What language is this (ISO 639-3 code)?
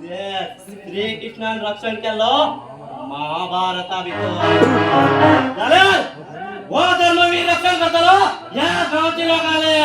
kok